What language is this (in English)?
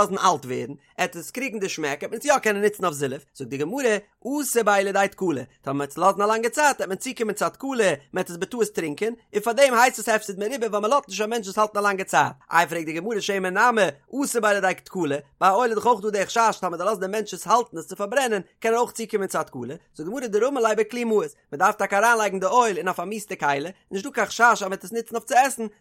Yiddish